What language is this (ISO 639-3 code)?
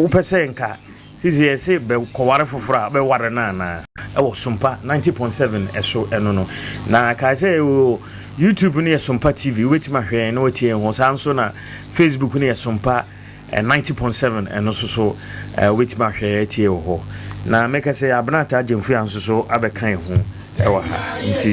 aka